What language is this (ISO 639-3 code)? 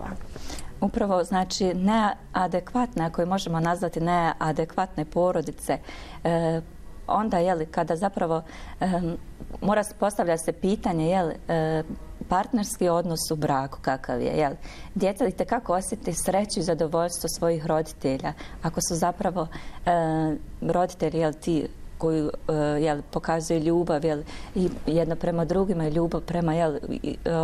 bos